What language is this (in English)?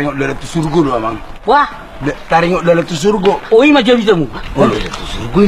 Batak Toba